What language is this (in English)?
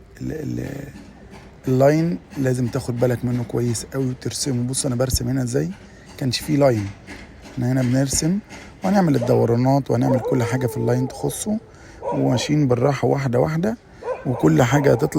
Egyptian Arabic